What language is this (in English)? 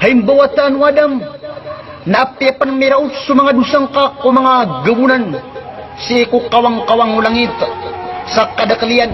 Maranao